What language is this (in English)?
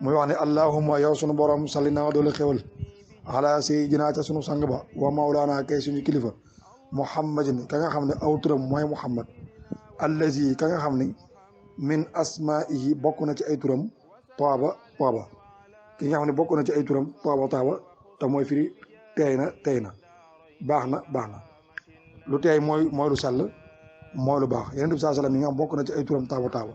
Wolof